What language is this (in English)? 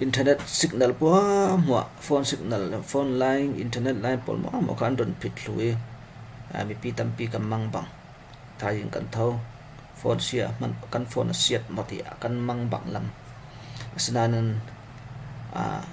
Falam Chin